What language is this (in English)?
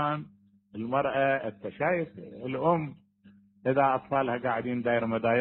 Mesopotamian Arabic